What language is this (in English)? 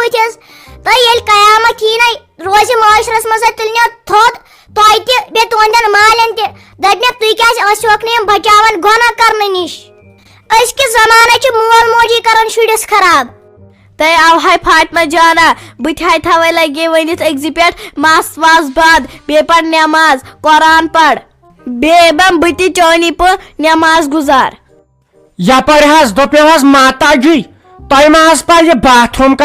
Kashmiri